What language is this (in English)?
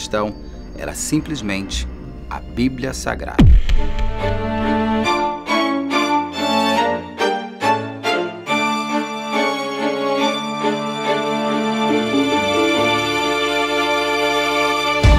Portuguese